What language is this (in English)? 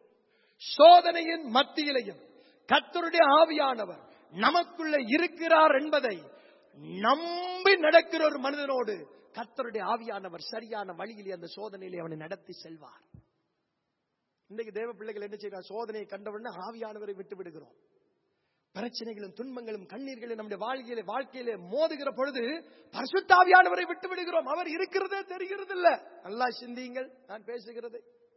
Tamil